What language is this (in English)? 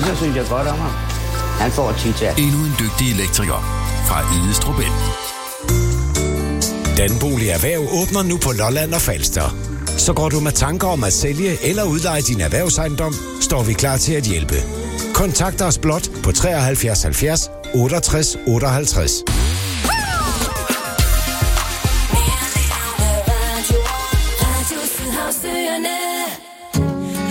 Danish